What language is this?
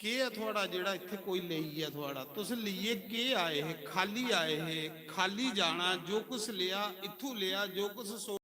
Dogri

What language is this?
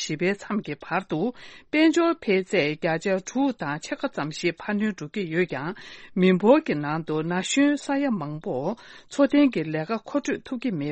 Tibetan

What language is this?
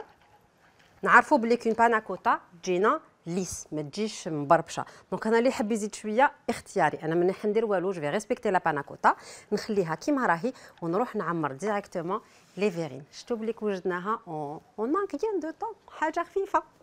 Algerian Arabic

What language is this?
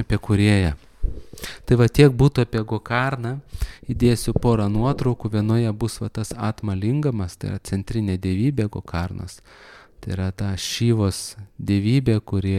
Lithuanian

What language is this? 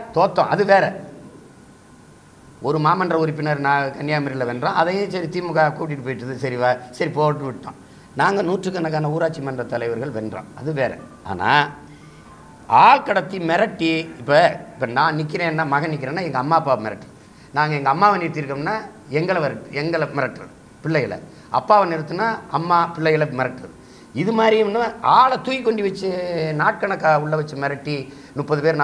Tamil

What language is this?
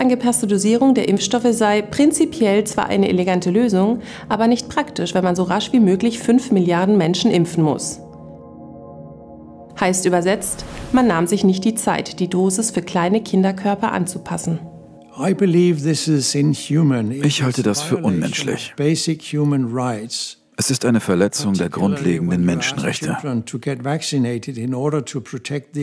German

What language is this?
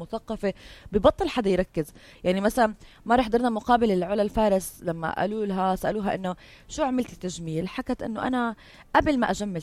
North Levantine Arabic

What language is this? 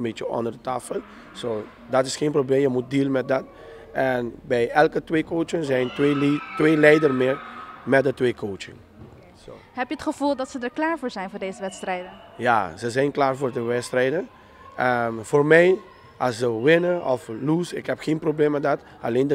Dutch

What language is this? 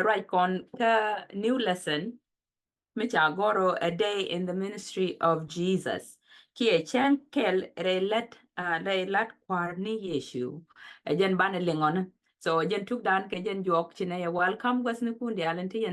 Nuer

